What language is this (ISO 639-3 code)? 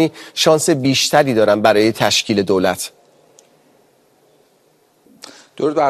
fas